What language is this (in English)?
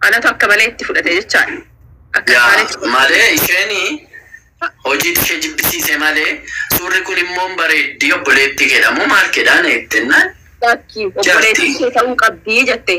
Oromo